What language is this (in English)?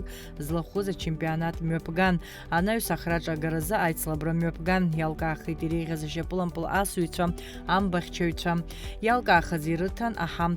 Abkhazian